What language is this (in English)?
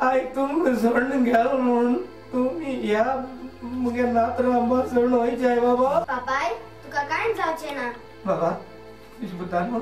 Konkani